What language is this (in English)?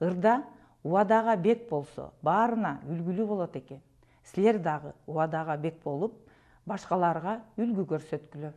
Kyrgyz